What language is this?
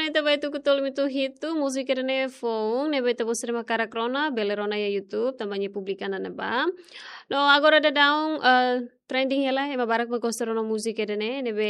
Tetum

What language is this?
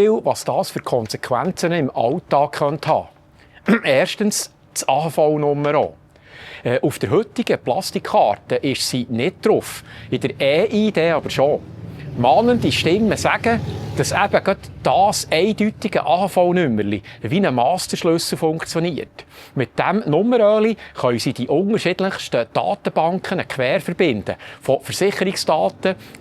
Swiss German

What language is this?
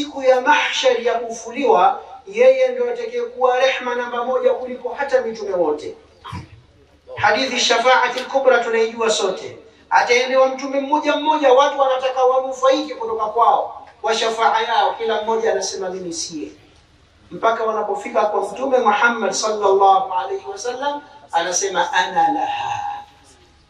Swahili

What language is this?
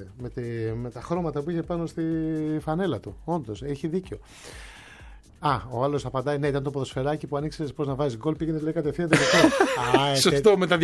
Greek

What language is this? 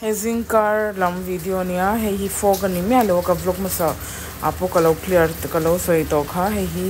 Mizo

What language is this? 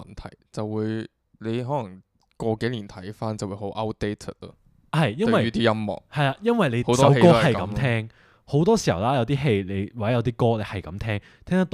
Cantonese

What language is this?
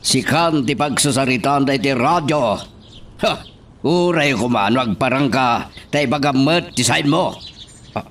Iloko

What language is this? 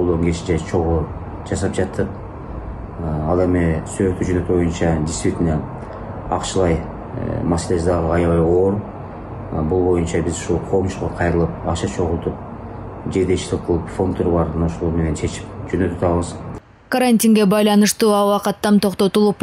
Kyrgyz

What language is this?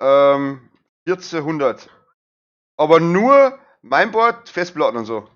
Bavarian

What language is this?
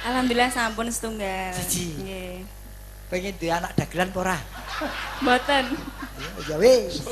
Javanese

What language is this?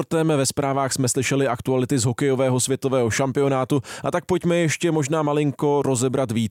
Czech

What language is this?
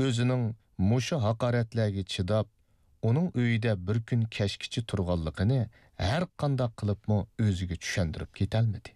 Uyghur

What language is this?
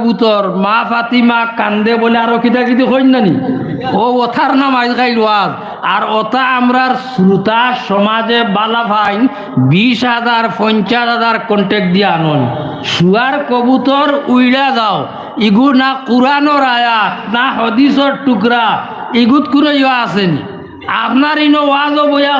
Sylheti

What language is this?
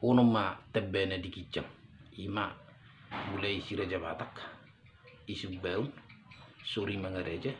Batak Toba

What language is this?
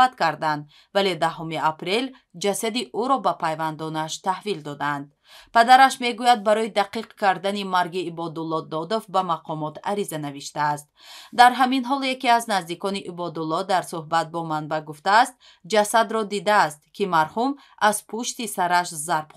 Tajik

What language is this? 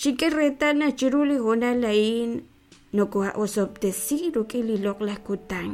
Kekchí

